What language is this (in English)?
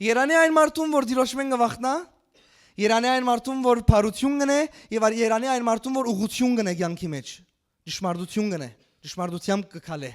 Western Armenian